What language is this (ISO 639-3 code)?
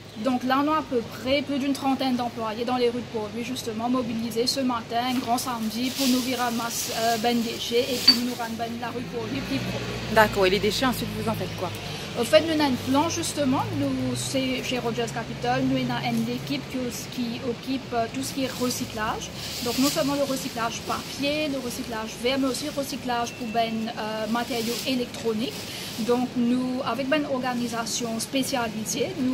mfe